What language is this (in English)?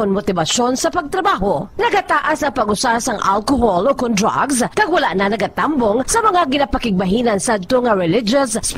Hiligaynon